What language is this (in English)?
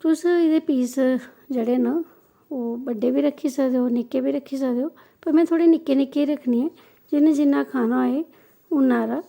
Dogri